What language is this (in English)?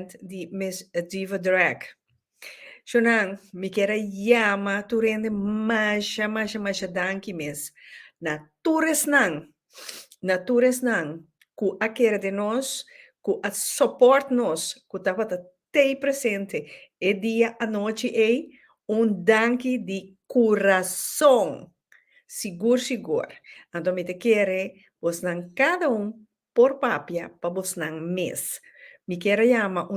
Papiamento